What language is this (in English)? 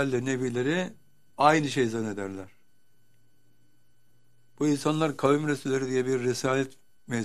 Turkish